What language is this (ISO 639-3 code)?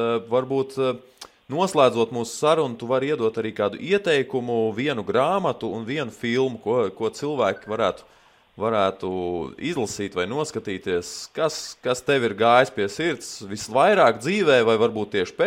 lav